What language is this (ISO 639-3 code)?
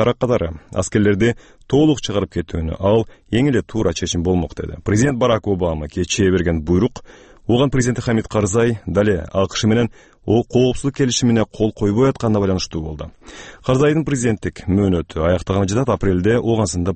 kir